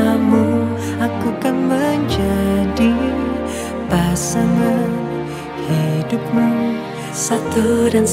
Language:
Banjar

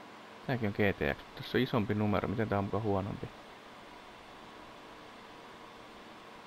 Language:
Finnish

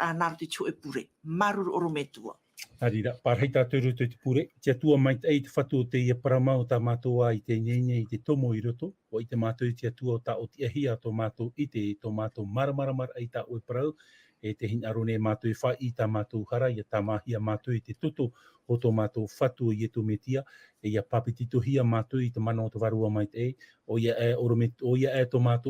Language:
Tahitian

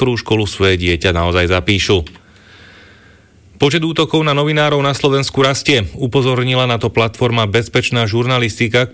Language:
Slovak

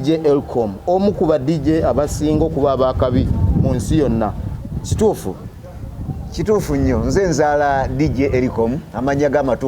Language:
Ganda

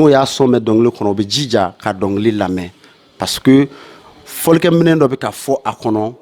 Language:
Bambara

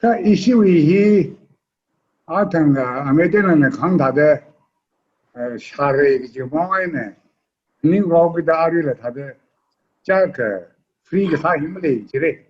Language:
Tangkhul Naga (India)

